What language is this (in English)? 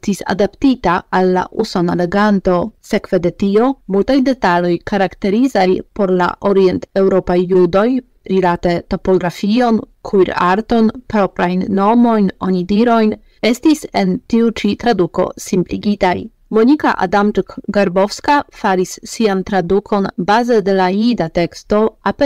Esperanto